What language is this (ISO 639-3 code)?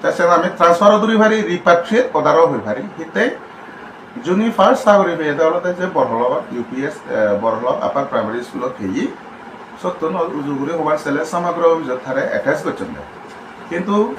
ccp